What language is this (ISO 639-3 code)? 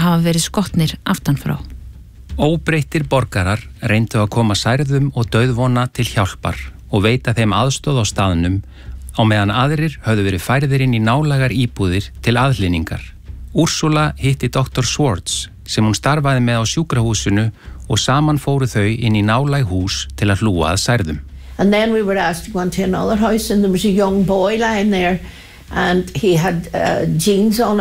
isl